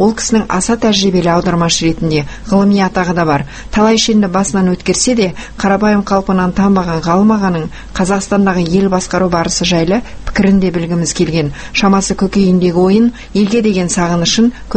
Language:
Kazakh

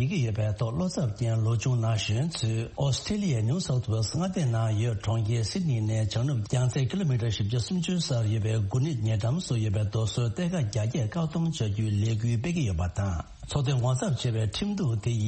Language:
Tibetan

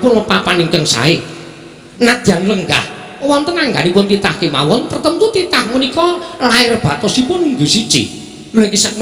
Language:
Javanese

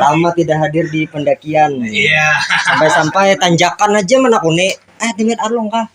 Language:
Banjar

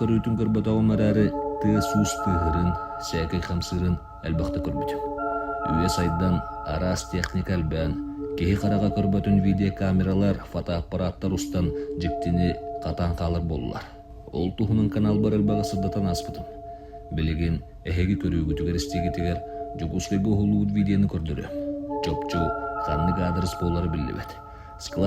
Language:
Yakut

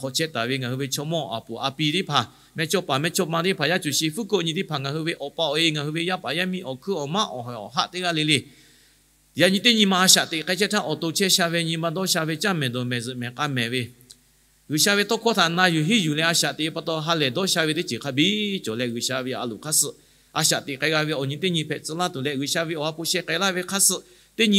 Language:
Lahu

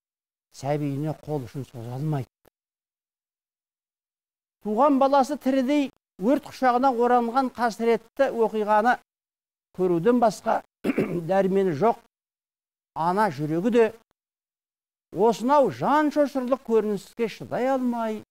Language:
Kazakh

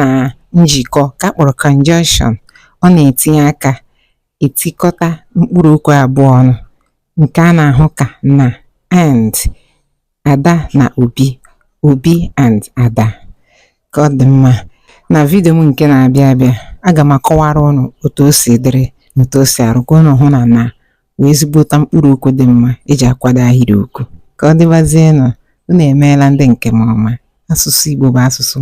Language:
Igbo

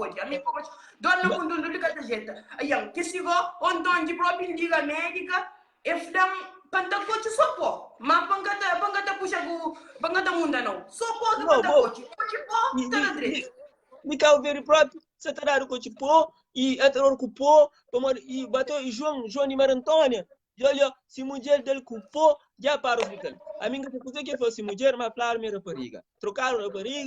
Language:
Kabuverdianu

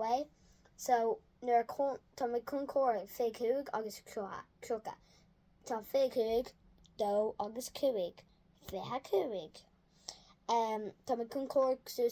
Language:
Irish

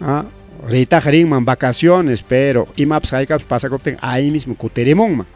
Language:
Ayacucho Quechua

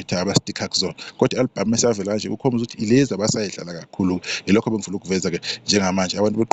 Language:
Zulu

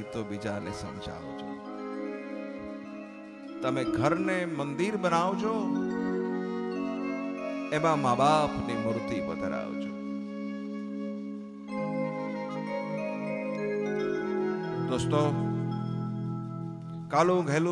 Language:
Gujarati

